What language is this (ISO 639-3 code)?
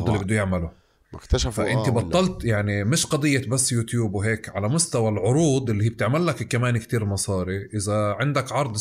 apc